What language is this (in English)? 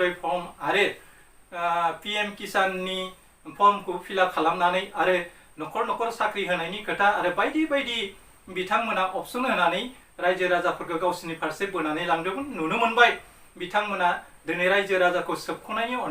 Bodo